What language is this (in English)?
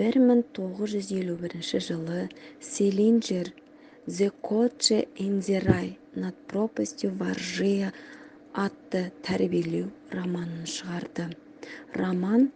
Kazakh